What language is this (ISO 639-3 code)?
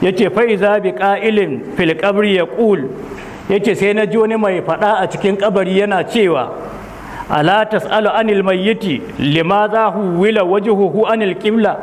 hau